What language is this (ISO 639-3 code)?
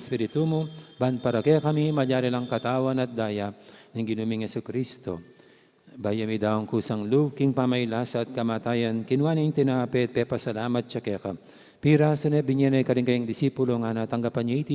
pam